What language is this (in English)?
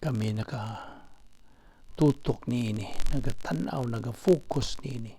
Cebuano